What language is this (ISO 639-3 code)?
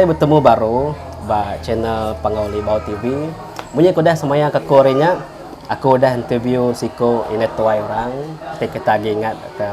iba